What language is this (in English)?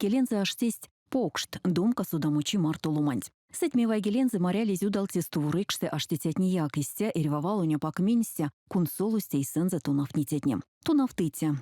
Erzya